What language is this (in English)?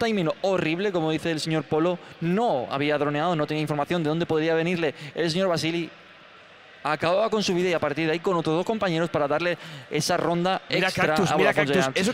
Spanish